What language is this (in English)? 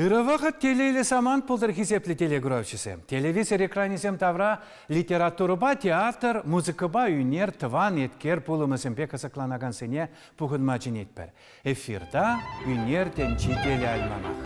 Chuvash